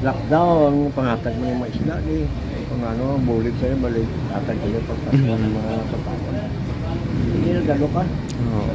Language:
Hiligaynon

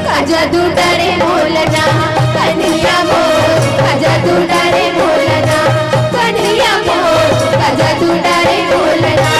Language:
Chhattisgarhi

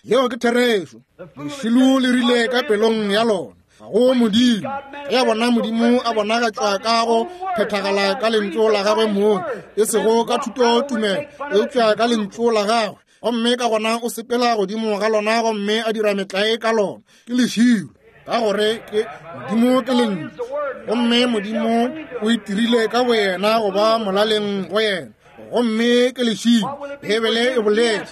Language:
Northern Sotho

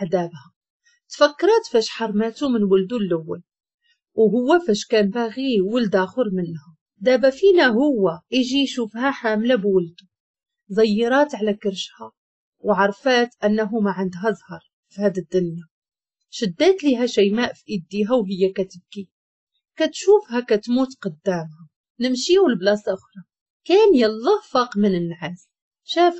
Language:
Moroccan Arabic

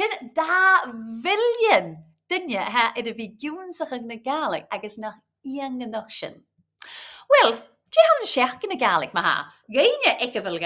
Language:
Scottish Gaelic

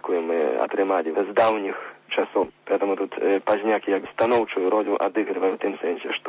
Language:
Belarusian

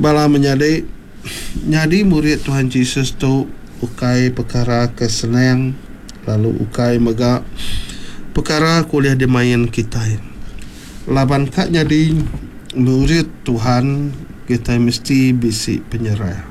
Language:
Iban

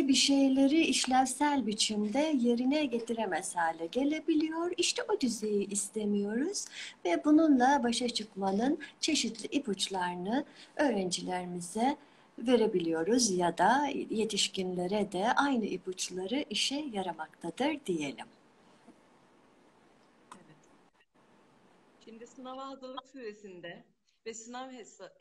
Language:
Turkish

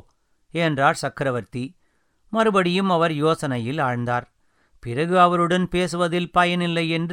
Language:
Tamil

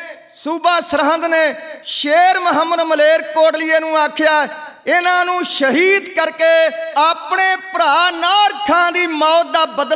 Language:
Punjabi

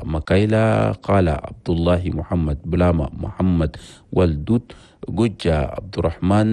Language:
Chadian Arabic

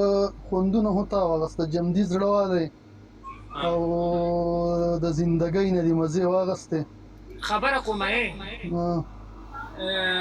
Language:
Pashto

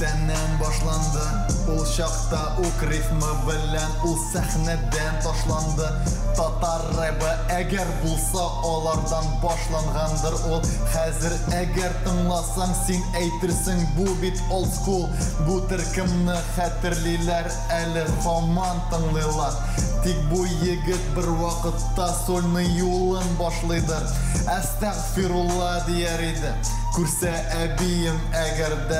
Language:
Tatar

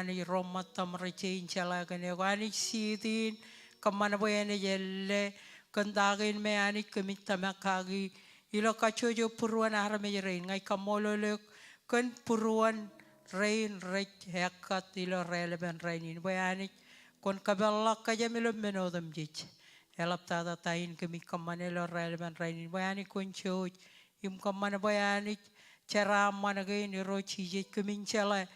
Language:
Marshallese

